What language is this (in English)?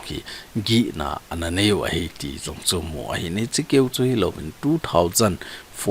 Thado Chin